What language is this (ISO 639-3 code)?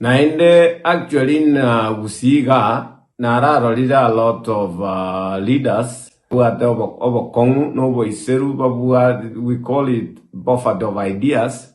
guz